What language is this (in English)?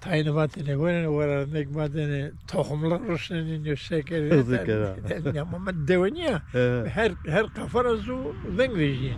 Zaza